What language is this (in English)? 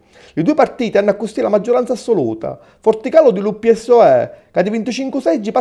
Sicilian